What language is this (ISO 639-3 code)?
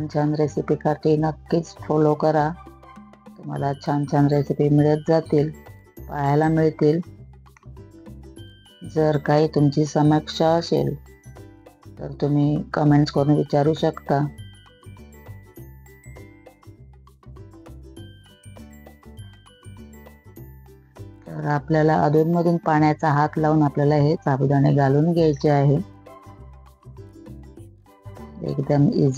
mar